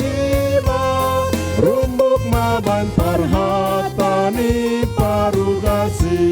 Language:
Batak Simalungun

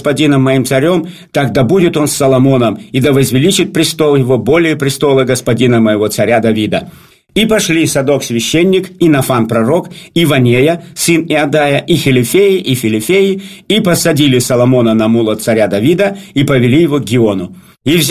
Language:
Russian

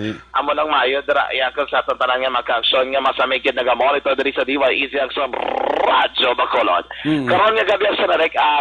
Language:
Hiligaynon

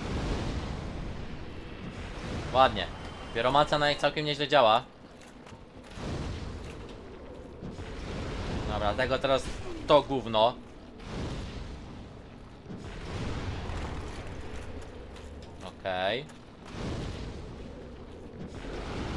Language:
Polish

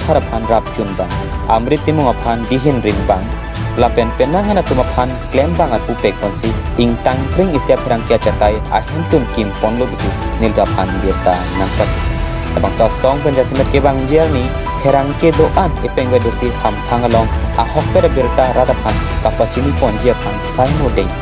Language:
Karbi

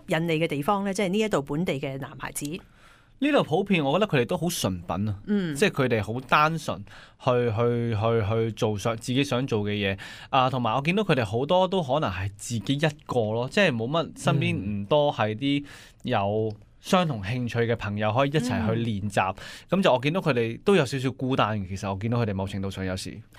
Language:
Cantonese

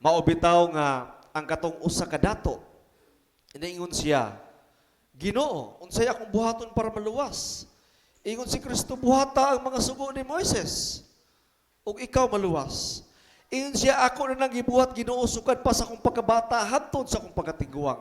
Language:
Cebuano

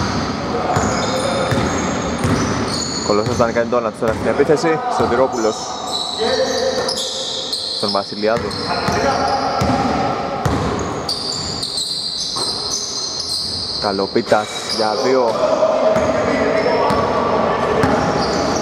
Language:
Greek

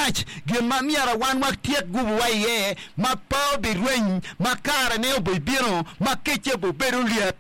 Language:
Acoli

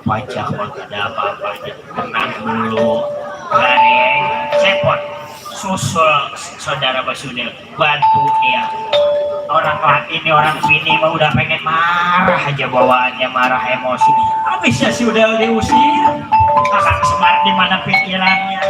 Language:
Betawi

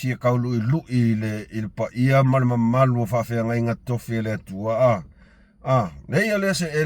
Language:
Samoan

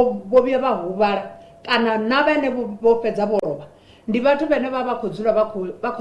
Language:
Venda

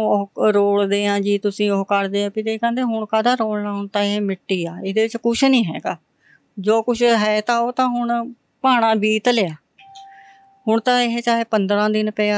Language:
Punjabi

